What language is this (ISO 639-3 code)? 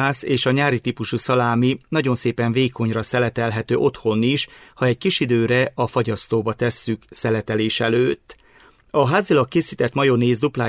hun